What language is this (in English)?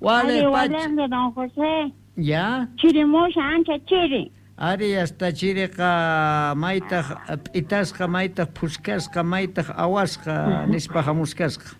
Quechua